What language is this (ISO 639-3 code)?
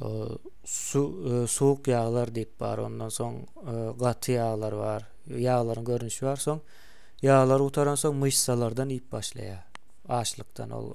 tuk